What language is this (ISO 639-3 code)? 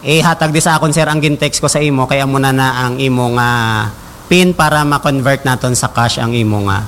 hil